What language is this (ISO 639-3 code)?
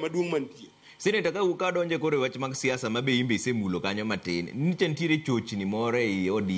luo